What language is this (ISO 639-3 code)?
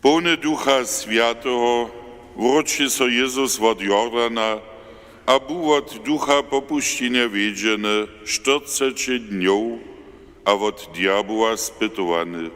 hsb